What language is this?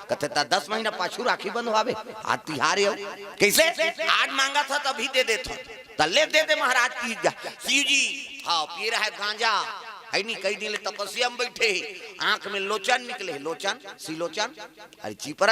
Chhattisgarhi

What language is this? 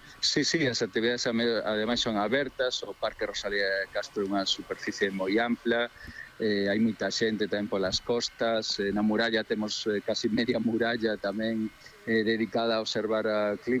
Galician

